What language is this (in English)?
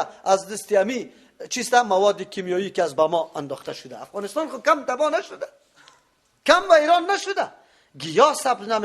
Persian